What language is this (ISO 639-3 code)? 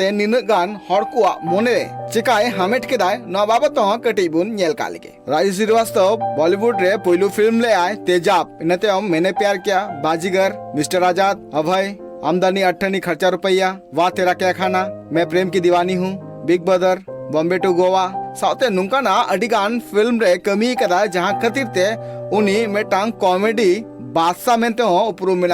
sat